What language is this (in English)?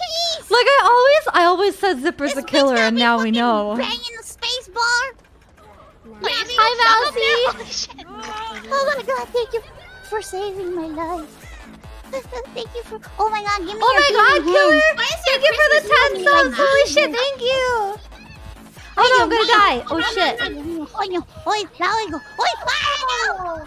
English